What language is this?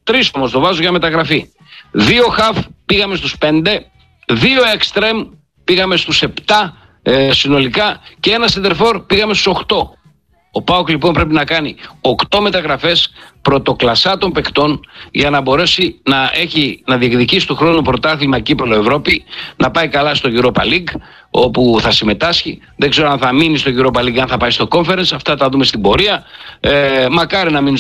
Greek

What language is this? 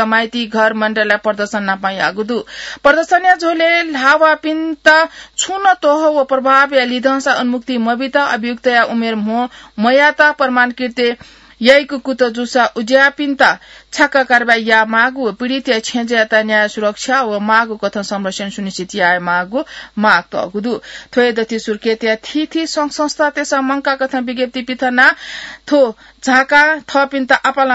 Newari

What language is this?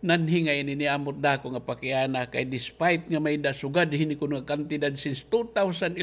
Waray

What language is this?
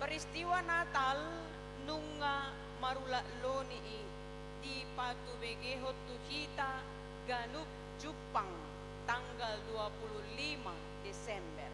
Batak Toba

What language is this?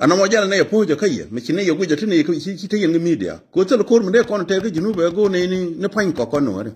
Nuer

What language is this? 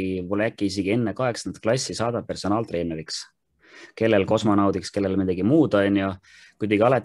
Estonian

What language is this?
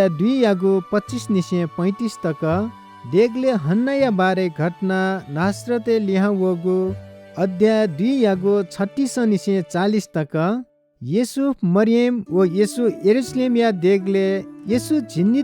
Newari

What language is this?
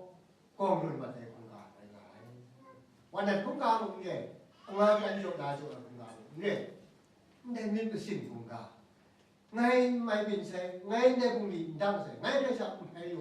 Kachin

